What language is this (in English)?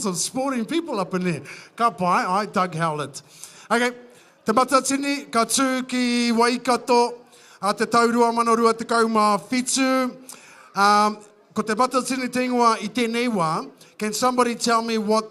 Māori